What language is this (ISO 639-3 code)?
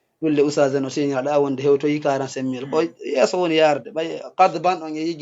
ful